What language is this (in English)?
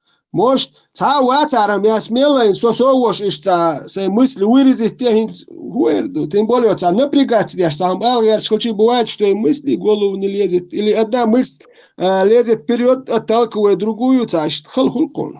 Chechen